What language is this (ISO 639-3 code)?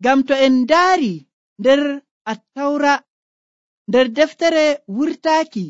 fuv